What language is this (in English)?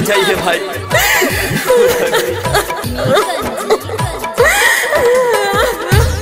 Bhojpuri